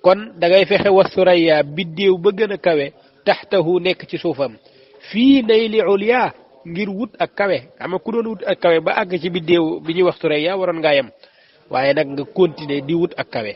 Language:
Wolof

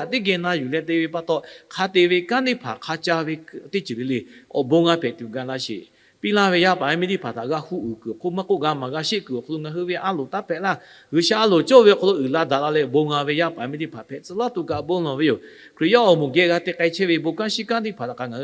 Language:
Lahu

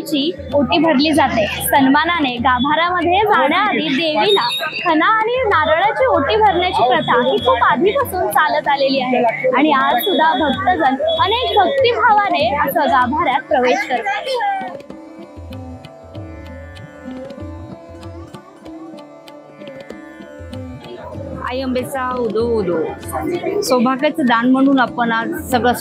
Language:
Marathi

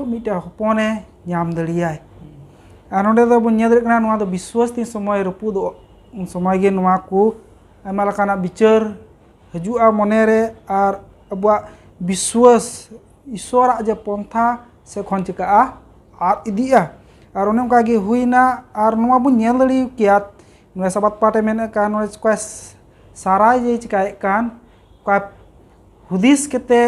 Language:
Santali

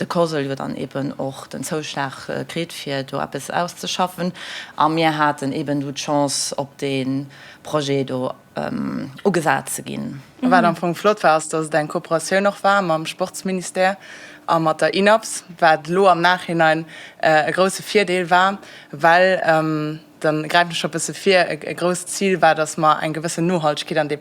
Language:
Luxembourgish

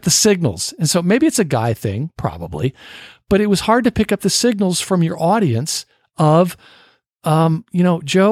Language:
English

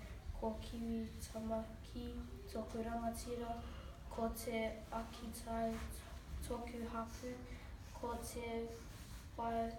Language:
Māori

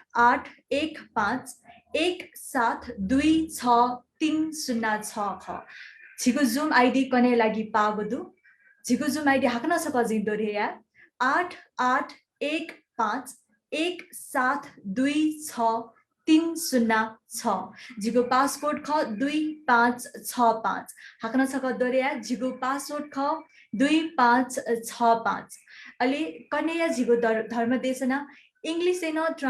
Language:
Newari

